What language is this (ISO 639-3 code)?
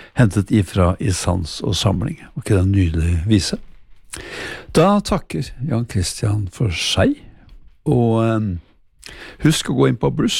nor